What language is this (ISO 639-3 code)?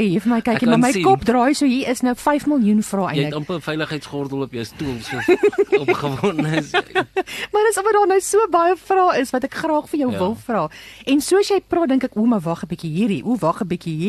afr